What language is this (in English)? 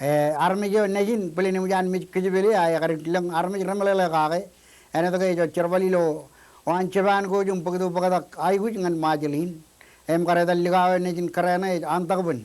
Marshallese